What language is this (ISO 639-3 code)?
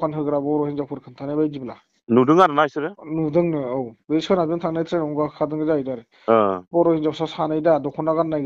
brx